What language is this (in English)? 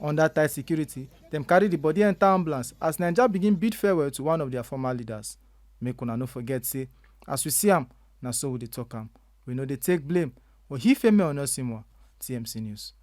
Nigerian Pidgin